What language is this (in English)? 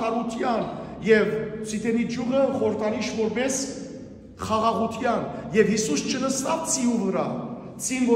Western Armenian